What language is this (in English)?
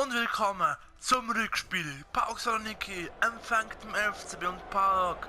Swiss German